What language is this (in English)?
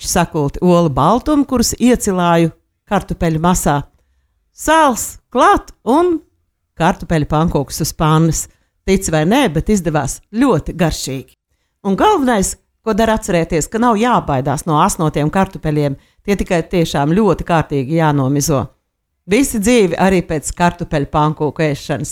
Latvian